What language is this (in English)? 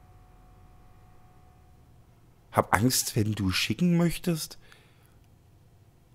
German